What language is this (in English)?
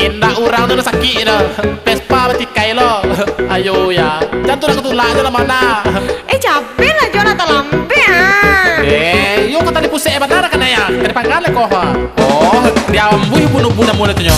Minangkabau